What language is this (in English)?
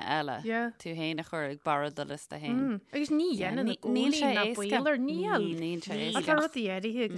Irish